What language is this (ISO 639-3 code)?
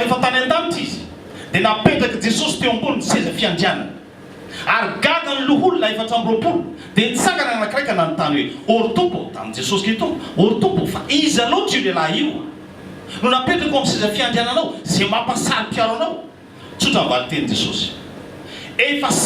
mlg